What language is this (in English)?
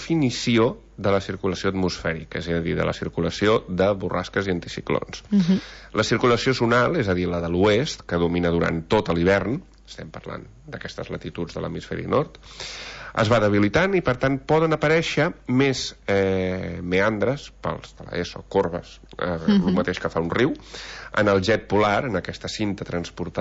Catalan